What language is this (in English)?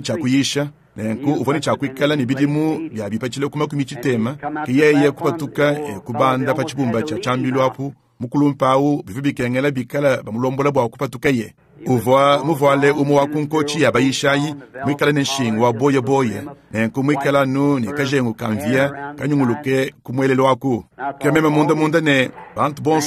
Luba-Lulua